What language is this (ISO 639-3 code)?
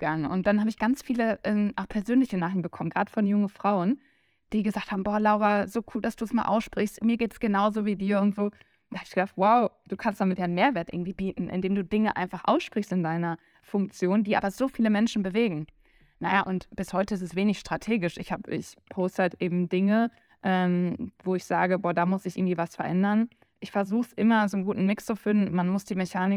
deu